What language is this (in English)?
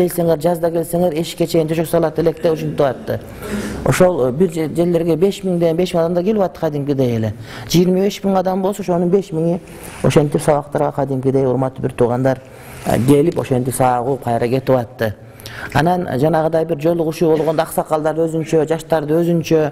Kyrgyz